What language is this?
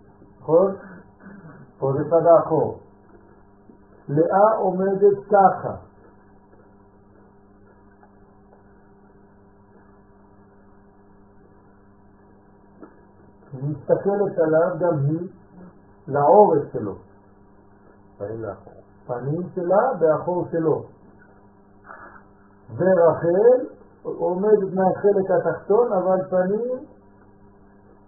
Hebrew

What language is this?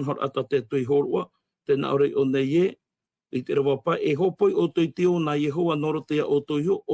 Tahitian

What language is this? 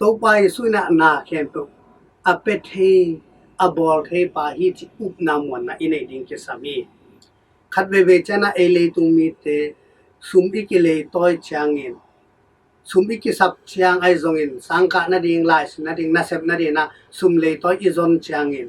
Tedim Chin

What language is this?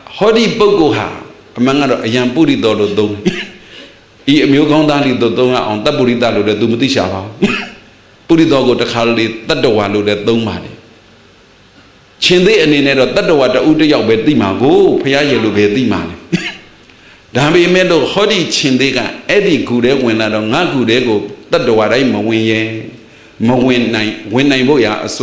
Burmese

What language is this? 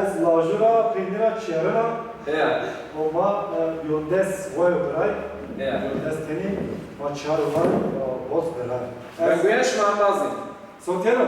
Zaza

